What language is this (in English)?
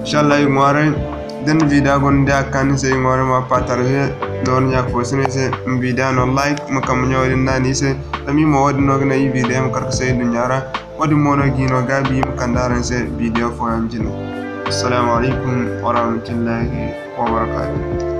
Zarma